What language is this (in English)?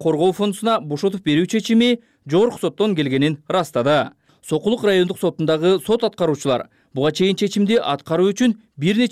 Kyrgyz